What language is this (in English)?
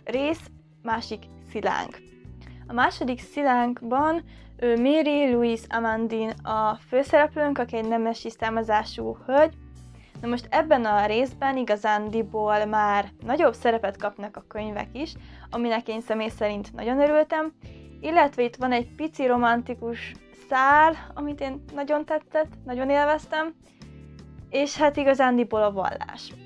Hungarian